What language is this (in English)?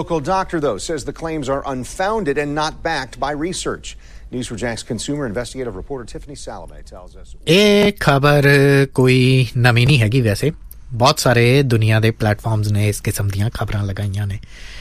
Punjabi